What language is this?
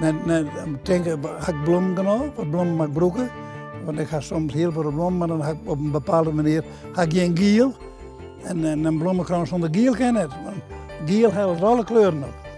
Western Frisian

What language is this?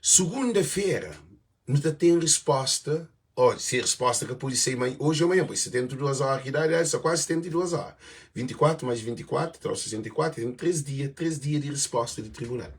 Kabuverdianu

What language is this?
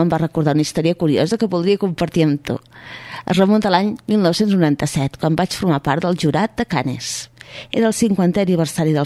Catalan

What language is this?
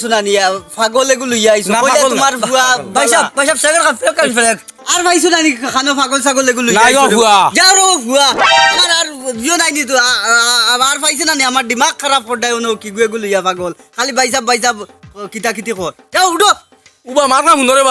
Sylheti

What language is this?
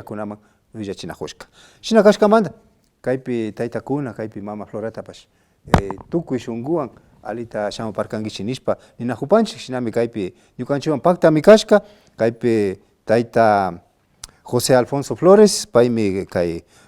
Imbabura Highland Quichua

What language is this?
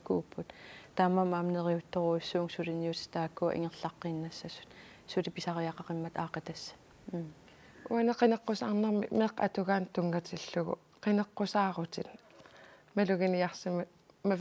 Kalaallisut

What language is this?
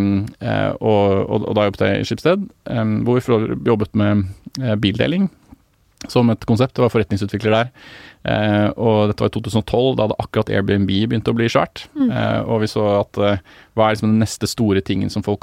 Norwegian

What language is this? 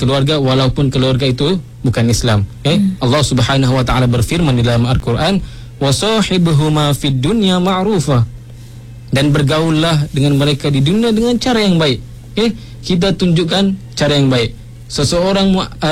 Malay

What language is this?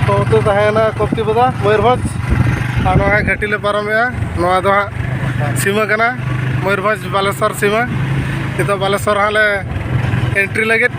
Santali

